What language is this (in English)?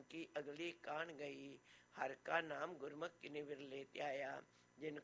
Punjabi